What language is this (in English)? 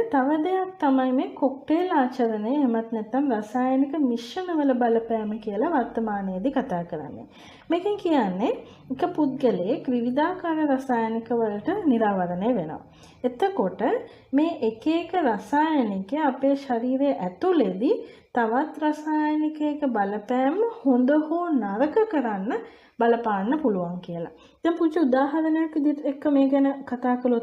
Sinhala